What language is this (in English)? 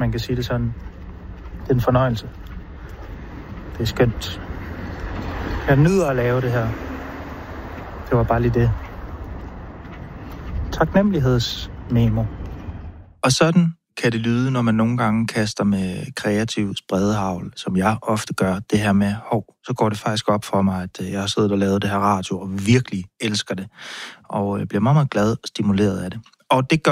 Danish